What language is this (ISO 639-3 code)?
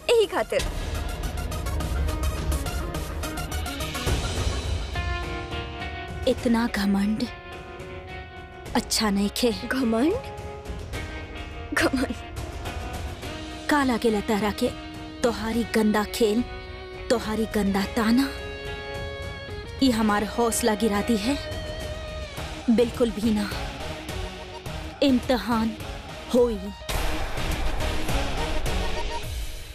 bho